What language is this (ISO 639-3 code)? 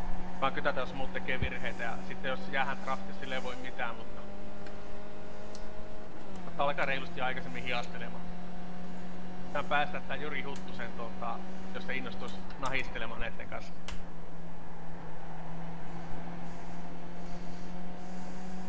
fin